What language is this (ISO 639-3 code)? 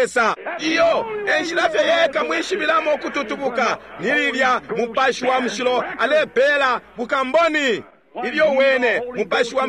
bem